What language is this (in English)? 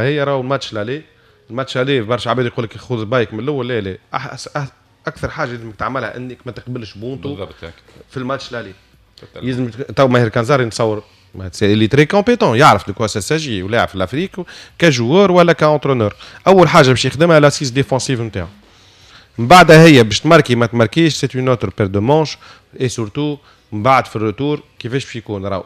Tunisian Arabic